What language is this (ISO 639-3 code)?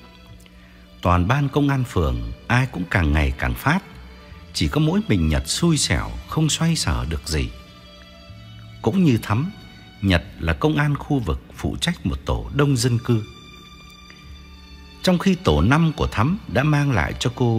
vie